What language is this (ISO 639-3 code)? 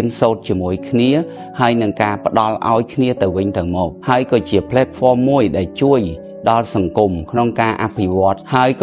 khm